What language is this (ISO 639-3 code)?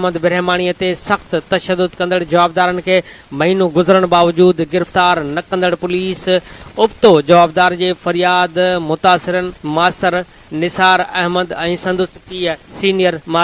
snd